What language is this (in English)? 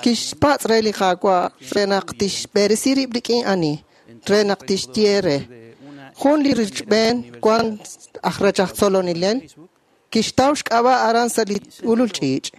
Kekchí